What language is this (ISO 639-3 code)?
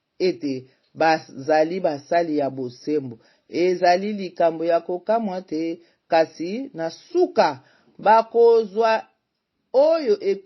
lin